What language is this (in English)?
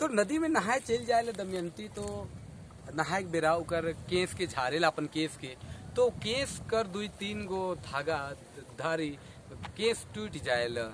Sadri